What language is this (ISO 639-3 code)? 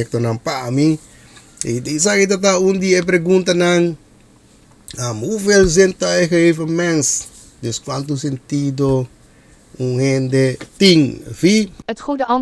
pap